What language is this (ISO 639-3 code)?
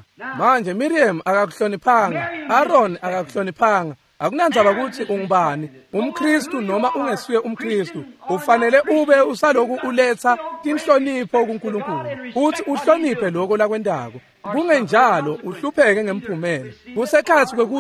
ssw